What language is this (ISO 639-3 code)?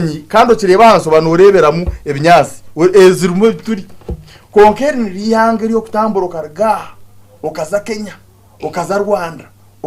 nyn